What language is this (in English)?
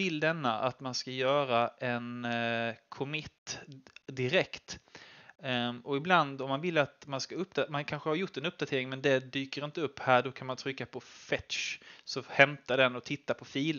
Swedish